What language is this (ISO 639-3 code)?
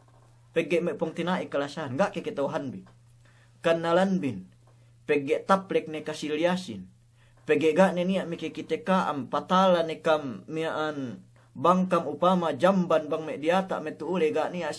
yka